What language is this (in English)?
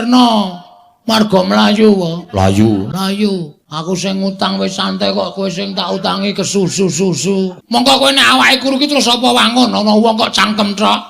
Javanese